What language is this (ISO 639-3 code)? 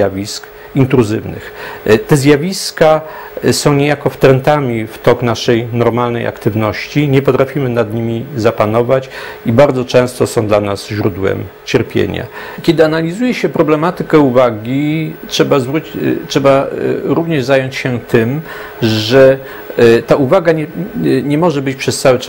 pol